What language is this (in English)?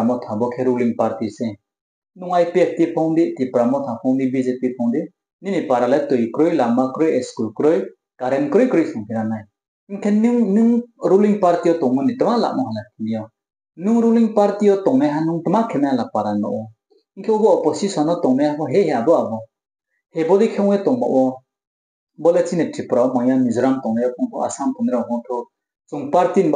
Riang (India)